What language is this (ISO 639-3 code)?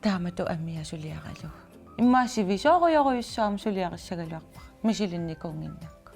kal